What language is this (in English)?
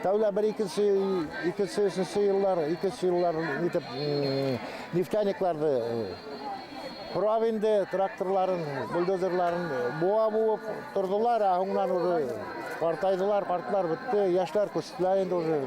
Bashkir